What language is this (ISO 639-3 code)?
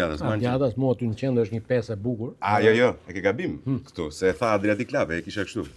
sqi